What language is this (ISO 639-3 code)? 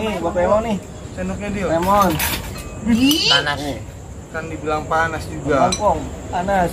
bew